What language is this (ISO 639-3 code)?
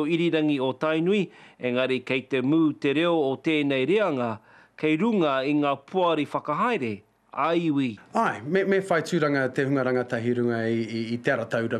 mri